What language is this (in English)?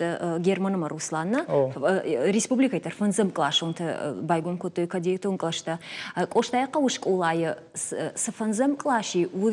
Ossetic